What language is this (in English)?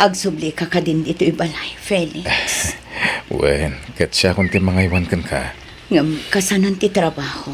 Iloko